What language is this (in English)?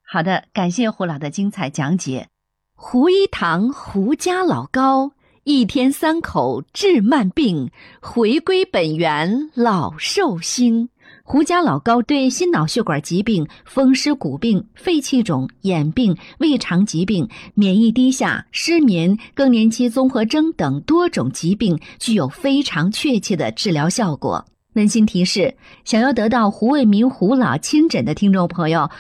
Chinese